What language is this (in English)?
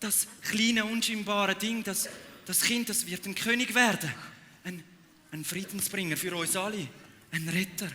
Swiss German